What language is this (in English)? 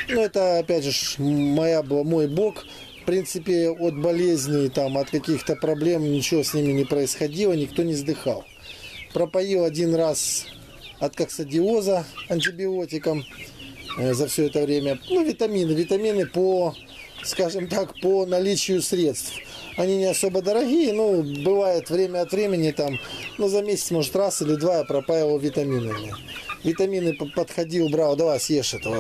Russian